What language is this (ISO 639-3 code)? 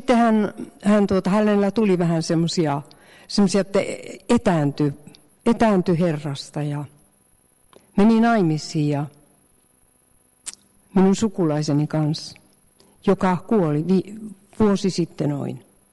fin